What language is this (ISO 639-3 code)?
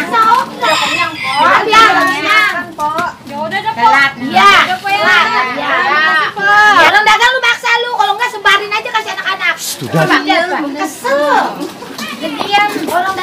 bew